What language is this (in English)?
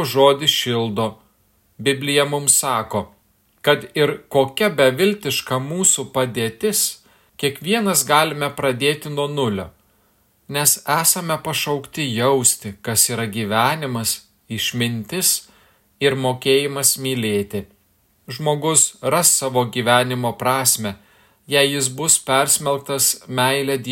Lithuanian